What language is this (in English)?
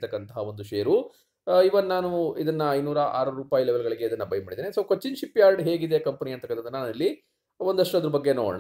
Kannada